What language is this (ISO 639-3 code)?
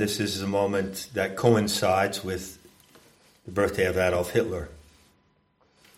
eng